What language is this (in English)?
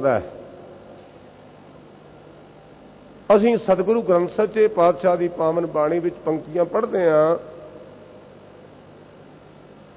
Punjabi